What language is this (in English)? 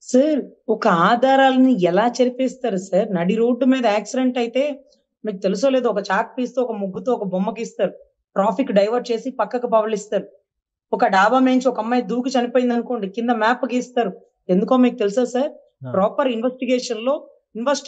Telugu